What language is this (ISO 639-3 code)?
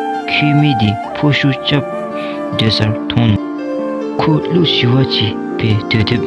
dzo